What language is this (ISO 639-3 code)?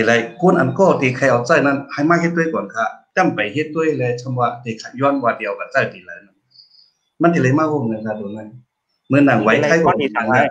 shn